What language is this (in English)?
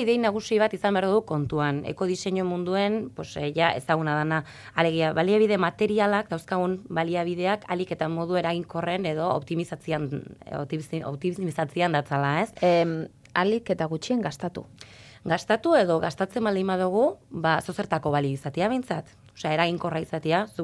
Basque